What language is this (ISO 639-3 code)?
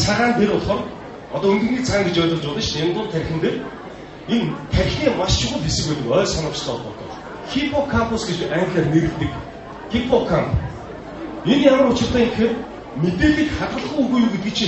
mon